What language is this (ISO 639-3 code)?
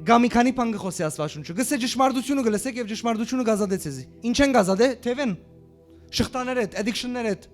hyw